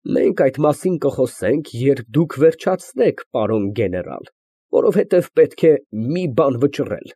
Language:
Armenian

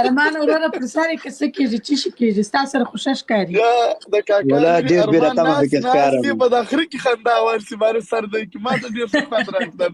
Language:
Pashto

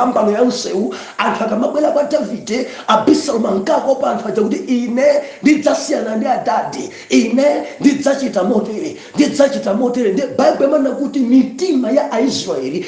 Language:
Nyanja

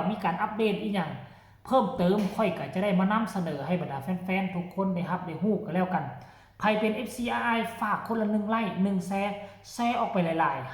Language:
Northeastern Thai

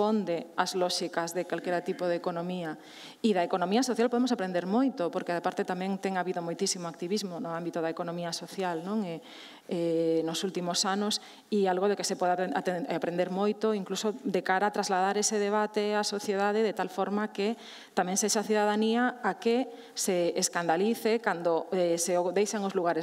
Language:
Galician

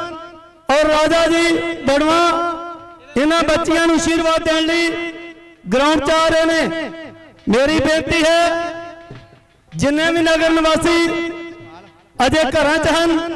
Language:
Punjabi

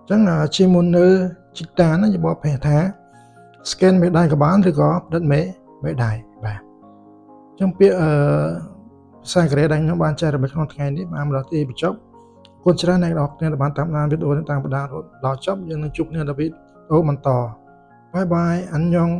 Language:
Khmer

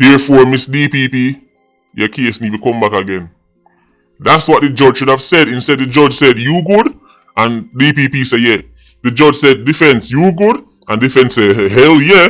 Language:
Jamaican Creole English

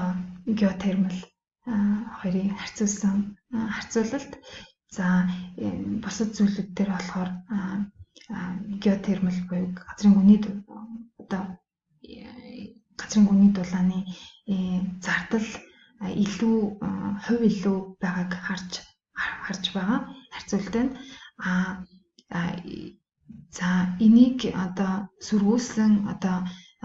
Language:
Mongolian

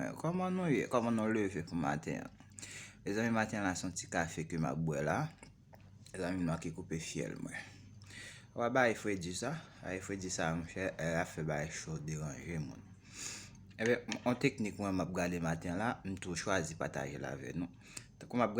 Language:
Haitian Creole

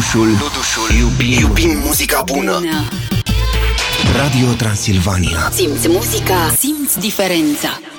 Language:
Romanian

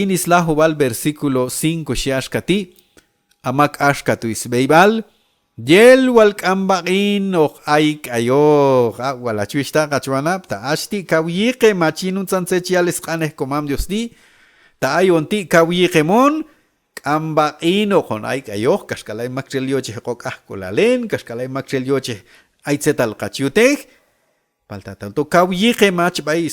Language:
Q'anjob'al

